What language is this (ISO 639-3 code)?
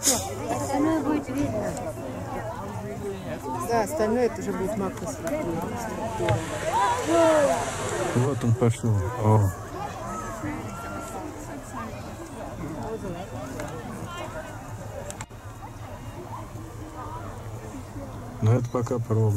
rus